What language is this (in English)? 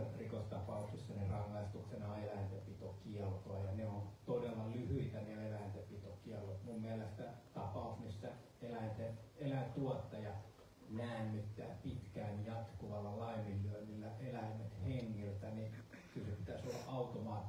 Finnish